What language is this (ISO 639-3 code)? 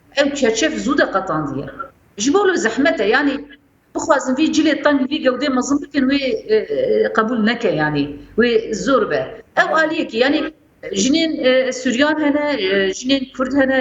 kur